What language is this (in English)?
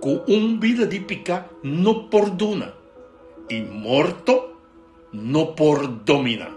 Papiamento